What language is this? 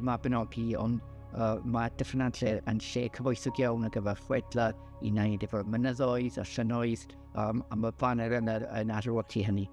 Welsh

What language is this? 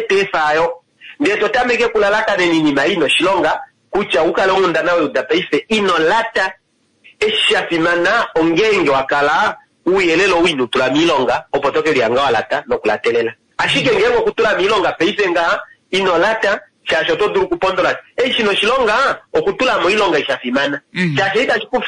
Kuanyama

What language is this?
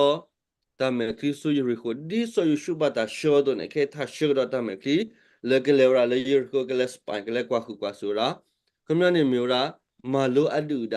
S'gaw Karen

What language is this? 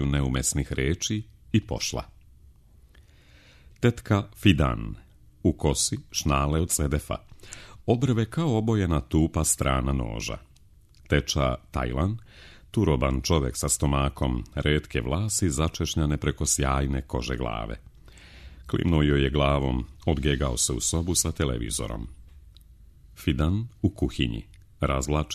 Serbian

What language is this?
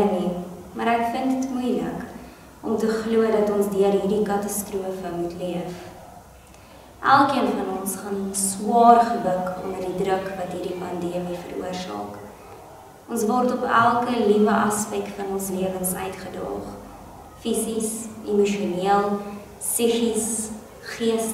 Afrikaans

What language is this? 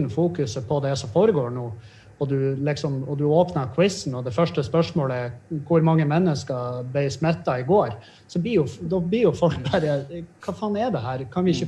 Norwegian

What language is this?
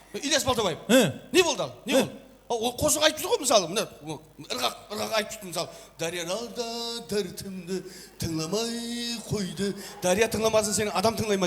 Kara-Kalpak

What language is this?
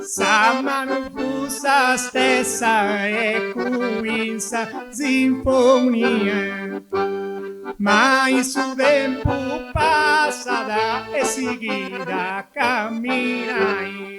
Sardinian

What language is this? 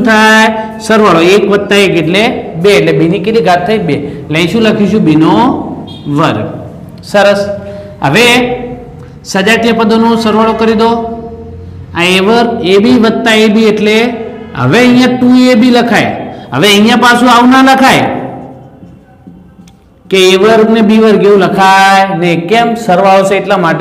Gujarati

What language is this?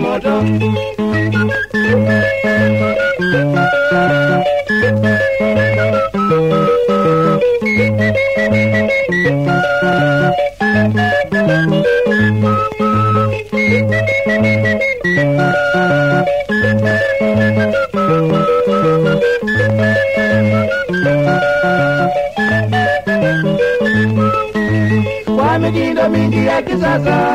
Swahili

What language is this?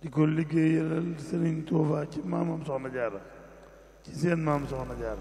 Wolof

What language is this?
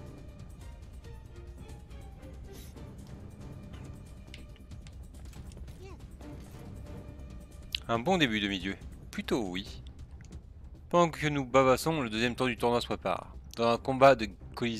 French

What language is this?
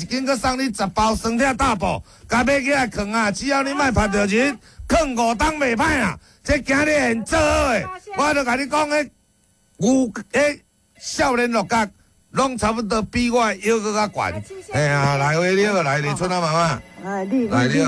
Min Nan Chinese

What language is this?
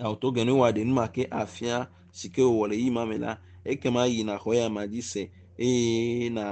Ewe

